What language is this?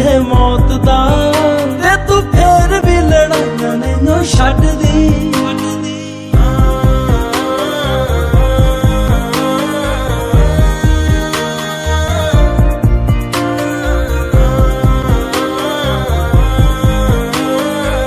Punjabi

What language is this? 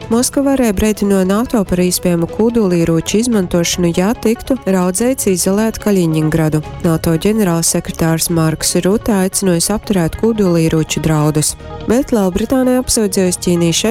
Latgalian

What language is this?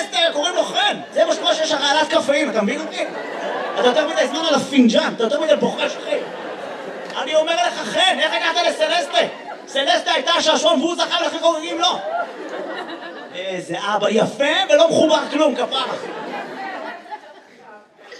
Hebrew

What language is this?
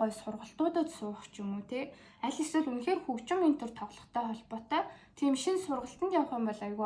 Mongolian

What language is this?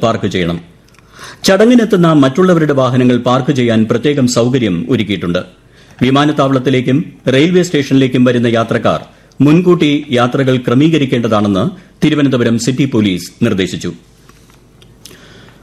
Malayalam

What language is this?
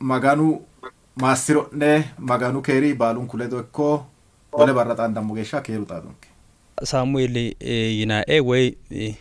Sidamo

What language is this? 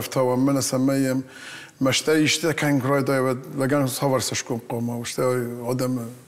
Ossetic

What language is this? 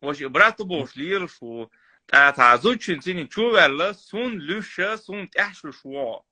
Chechen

